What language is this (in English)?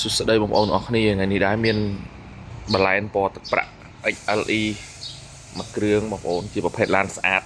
Khmer